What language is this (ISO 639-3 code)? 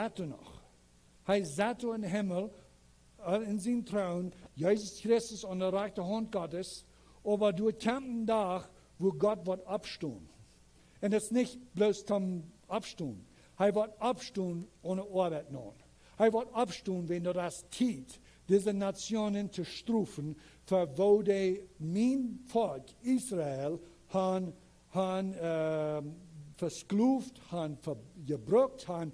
pdt